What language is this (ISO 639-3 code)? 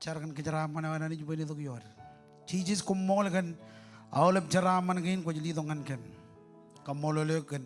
mah